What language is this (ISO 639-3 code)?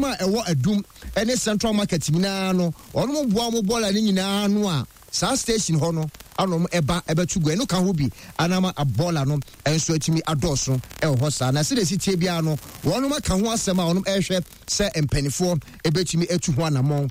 aka